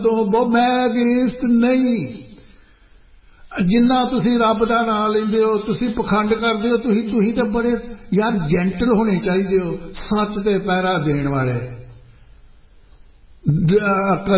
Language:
Punjabi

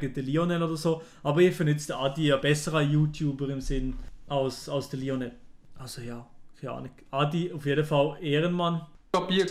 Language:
Swiss German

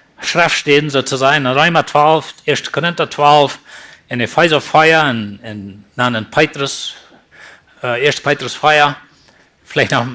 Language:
Plautdietsch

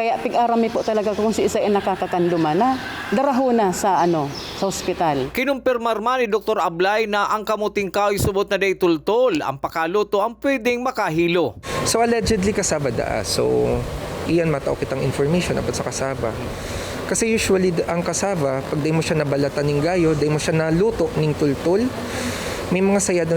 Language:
Bikol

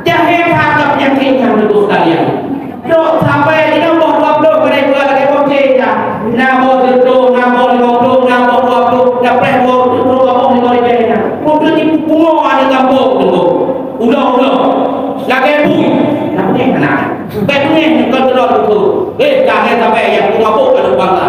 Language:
Achinese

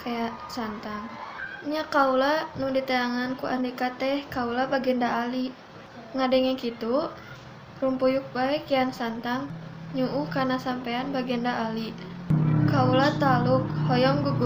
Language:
Sundanese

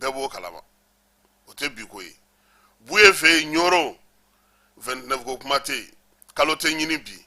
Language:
Bambara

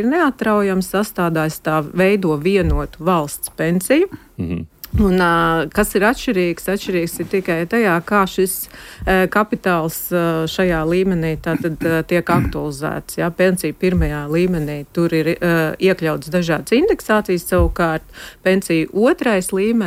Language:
Latvian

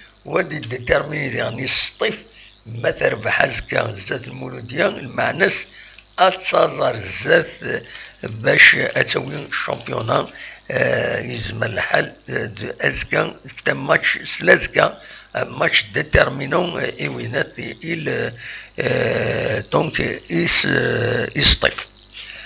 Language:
Kabyle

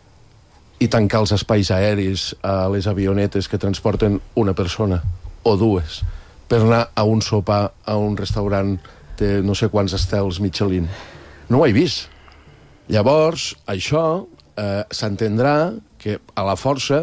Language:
Catalan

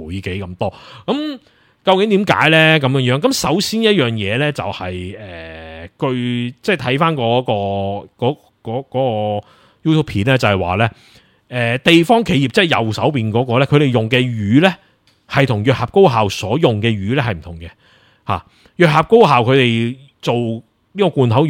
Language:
Cantonese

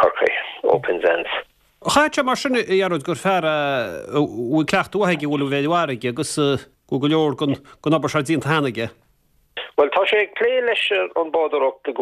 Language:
Irish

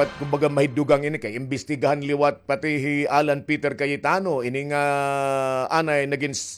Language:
Waray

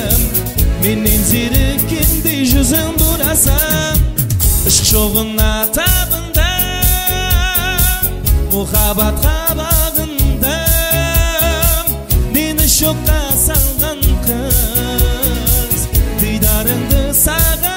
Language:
Kara-Kalpak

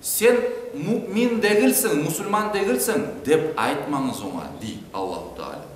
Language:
Crimean Tatar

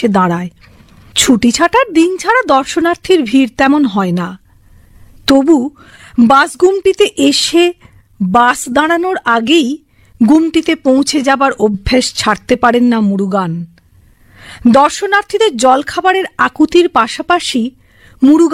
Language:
Bangla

